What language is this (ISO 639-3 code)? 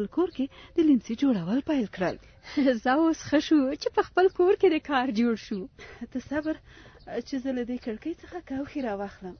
pus